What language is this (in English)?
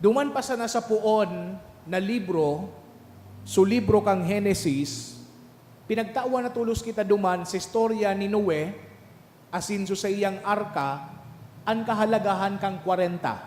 Bikol